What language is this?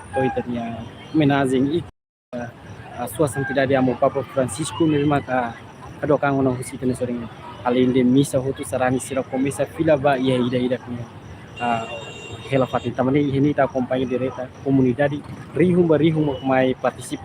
Tetum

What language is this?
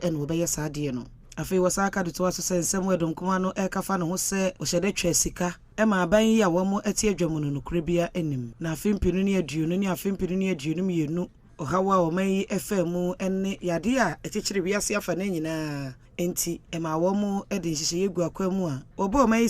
Akan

